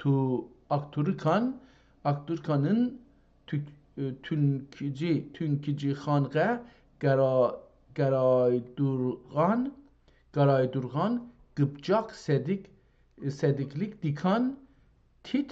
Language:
South Azerbaijani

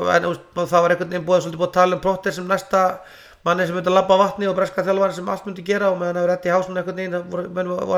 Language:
Icelandic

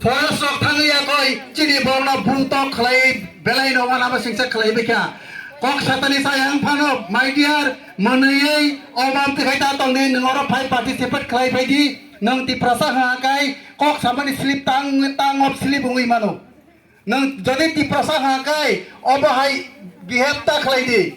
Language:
Kok Borok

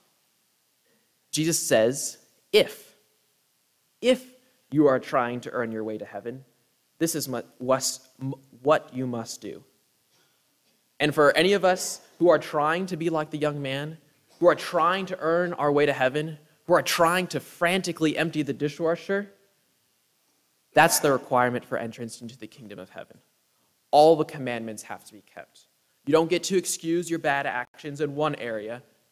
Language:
English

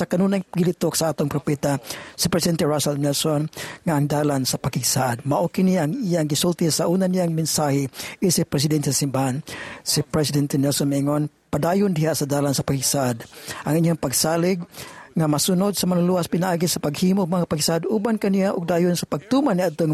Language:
Cebuano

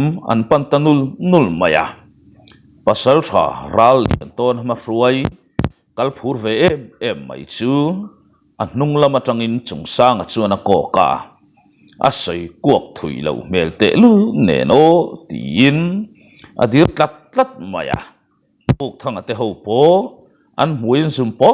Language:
Mizo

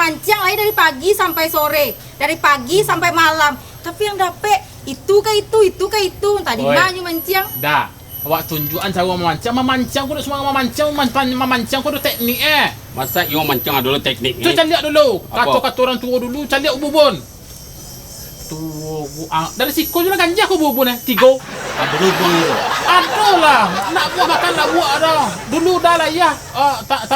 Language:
Minangkabau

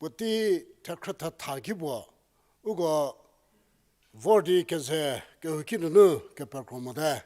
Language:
Angami Naga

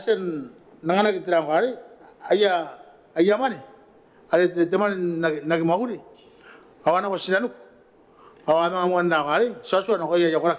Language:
Gilbertese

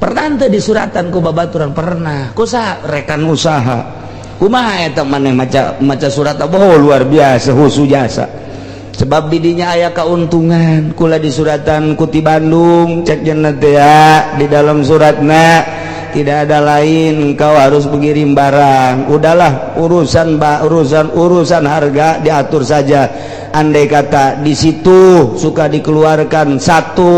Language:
Sundanese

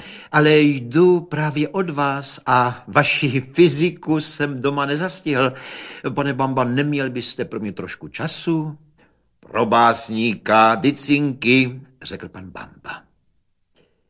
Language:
Czech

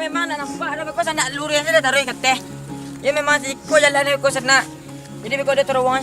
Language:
Minangkabau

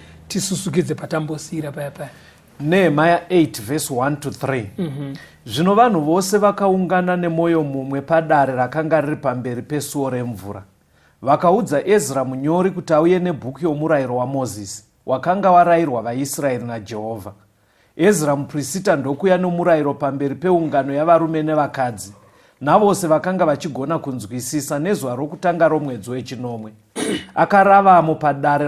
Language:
Shona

